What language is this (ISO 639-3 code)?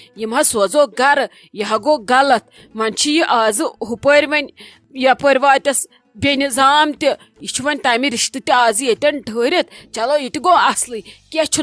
kas